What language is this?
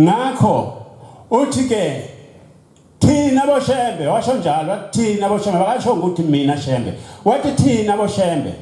Zulu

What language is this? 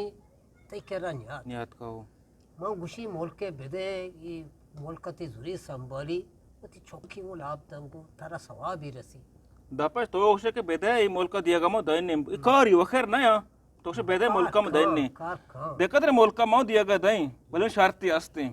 Eastern Balochi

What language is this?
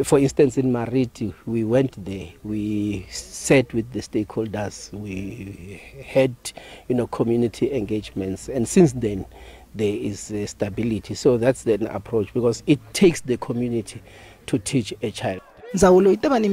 Tsonga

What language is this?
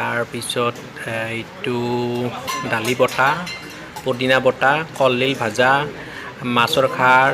Assamese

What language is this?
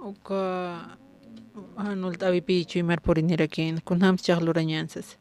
Aymara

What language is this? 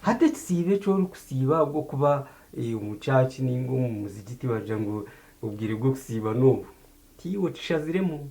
Nyankole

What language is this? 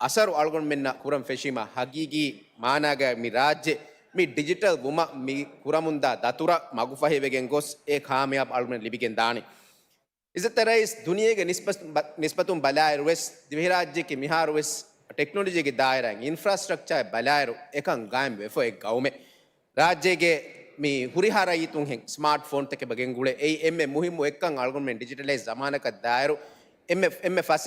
Divehi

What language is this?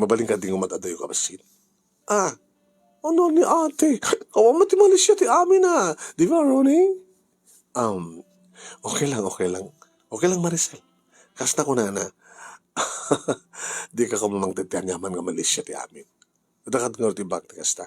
Iloko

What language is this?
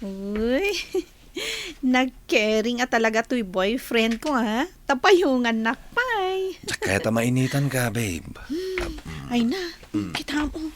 Iloko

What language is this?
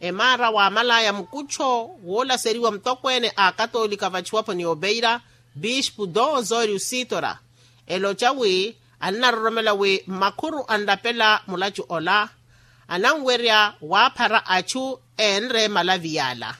Makhuwa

